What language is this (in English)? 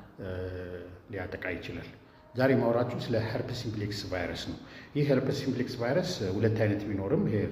Amharic